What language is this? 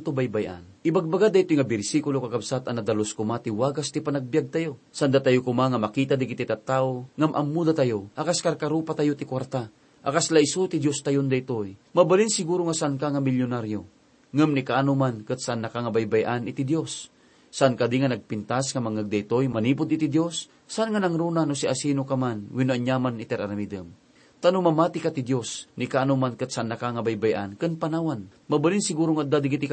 Iloko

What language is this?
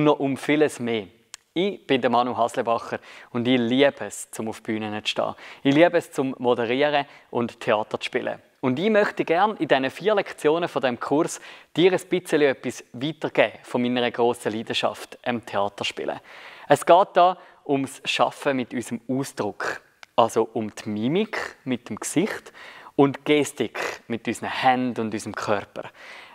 Swiss German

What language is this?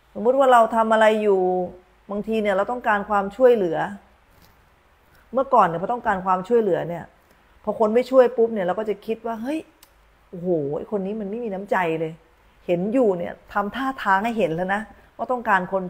Thai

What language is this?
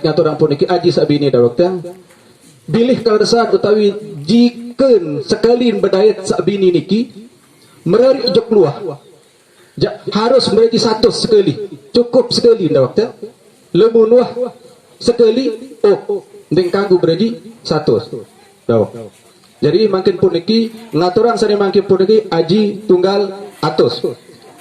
Sasak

